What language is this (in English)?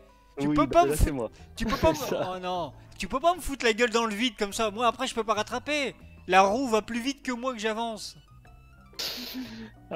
French